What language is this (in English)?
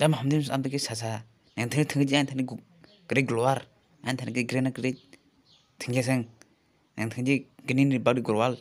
Kok Borok